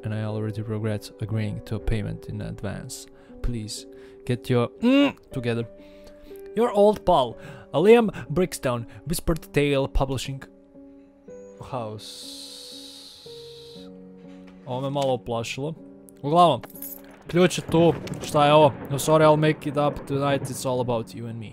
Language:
Croatian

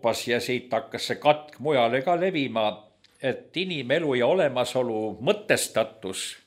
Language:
Estonian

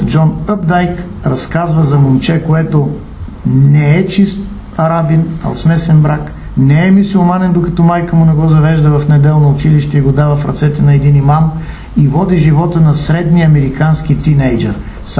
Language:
Bulgarian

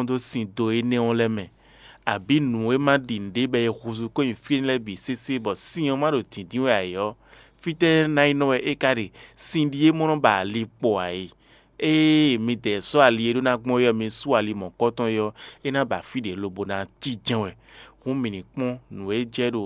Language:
Fon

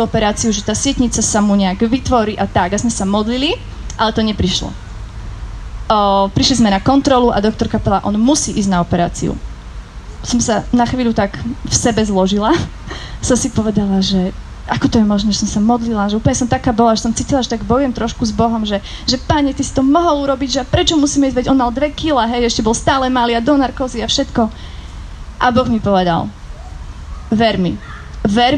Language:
Slovak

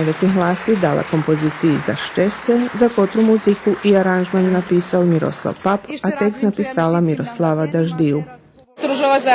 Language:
Rusyn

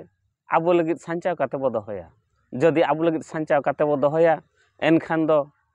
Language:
Santali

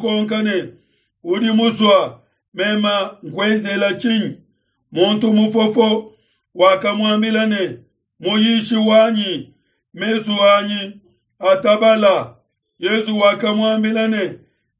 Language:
Luba-Lulua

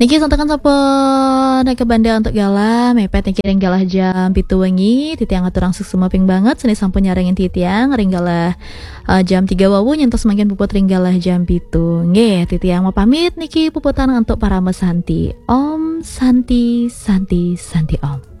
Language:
Balinese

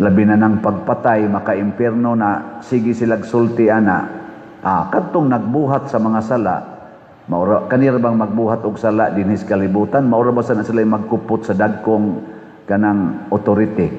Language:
Cebuano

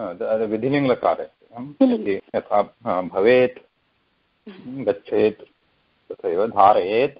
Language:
Sanskrit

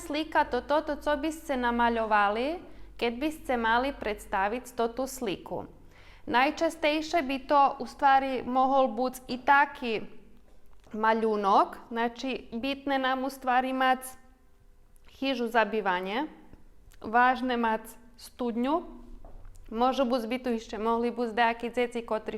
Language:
Rusyn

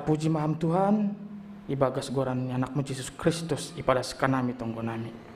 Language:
Batak Simalungun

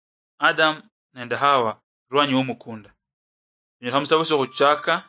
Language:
Luyia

